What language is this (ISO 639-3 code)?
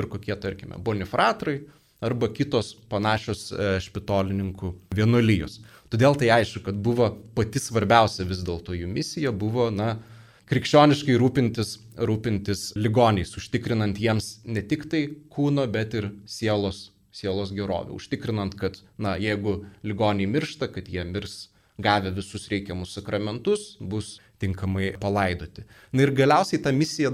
lit